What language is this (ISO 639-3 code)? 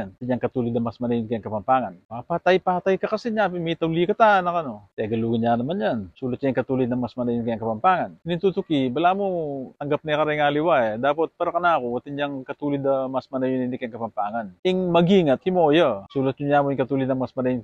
pam